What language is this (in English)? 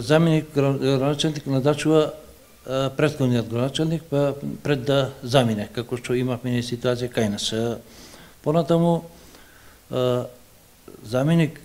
Macedonian